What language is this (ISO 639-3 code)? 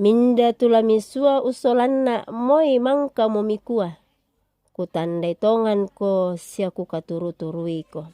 sda